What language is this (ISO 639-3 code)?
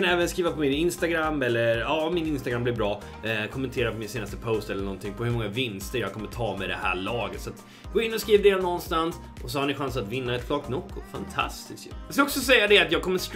swe